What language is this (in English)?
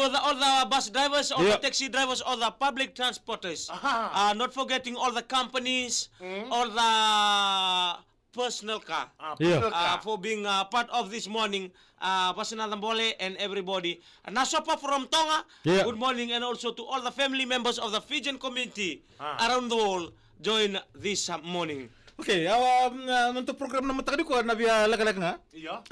Fijian